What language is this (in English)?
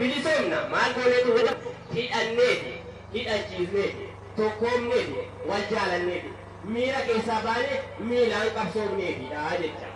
Oromo